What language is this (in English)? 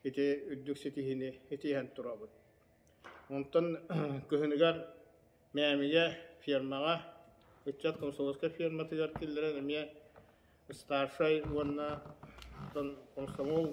Yakut